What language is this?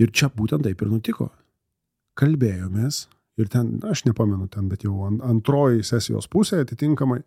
Lithuanian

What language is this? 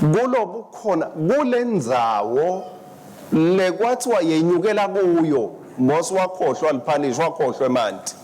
Swati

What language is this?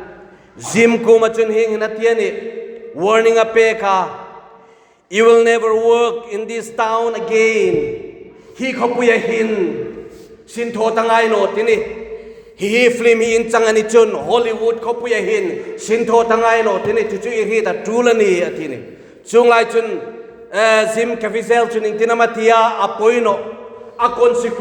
Hmar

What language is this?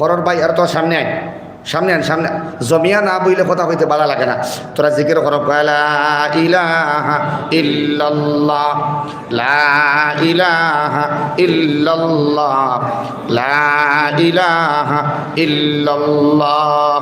Sylheti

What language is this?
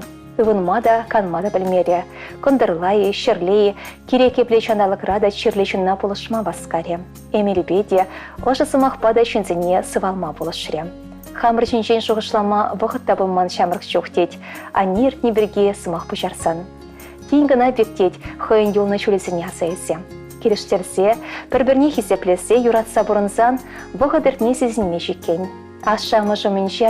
Chuvash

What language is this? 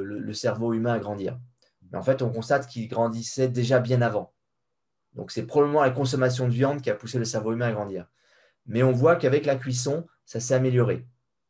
French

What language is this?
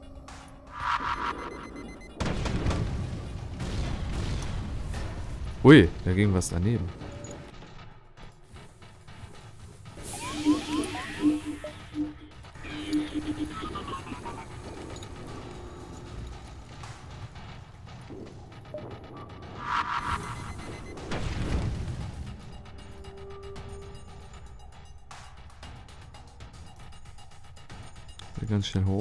German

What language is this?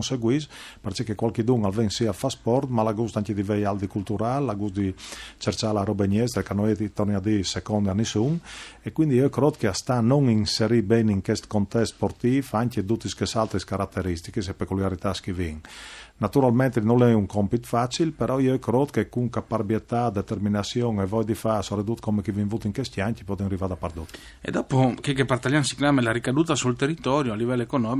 Friulian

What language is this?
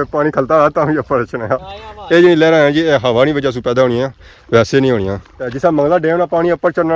Pahari-Potwari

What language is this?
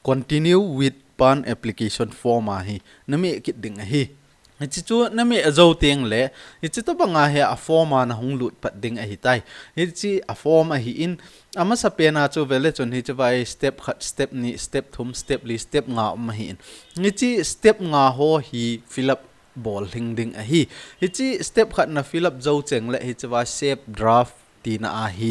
Thado Chin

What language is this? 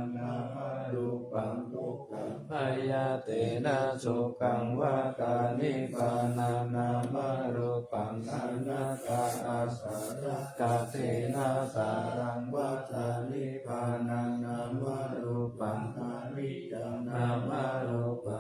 Pali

